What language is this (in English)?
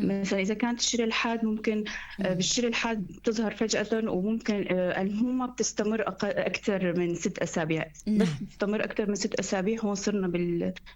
North Levantine Arabic